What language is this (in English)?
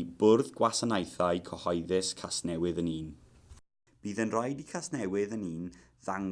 Welsh